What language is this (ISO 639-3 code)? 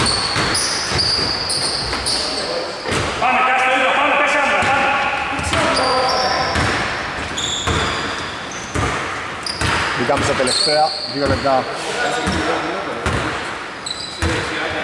ell